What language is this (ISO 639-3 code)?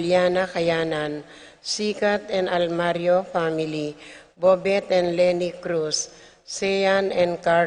pam